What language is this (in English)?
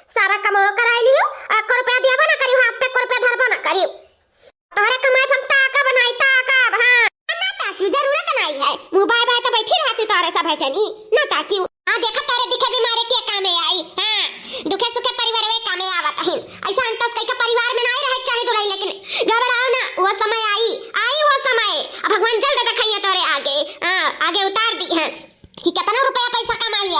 Awadhi